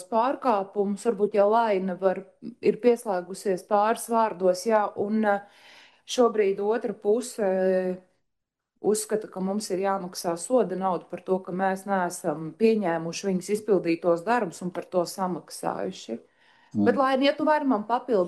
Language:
Latvian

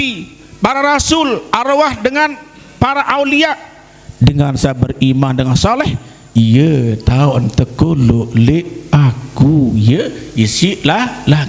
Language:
Sasak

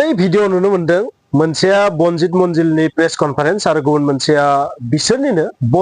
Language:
Bodo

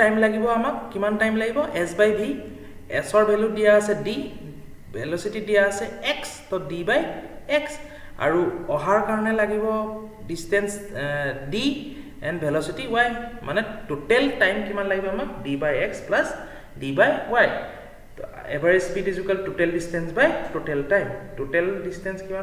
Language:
Assamese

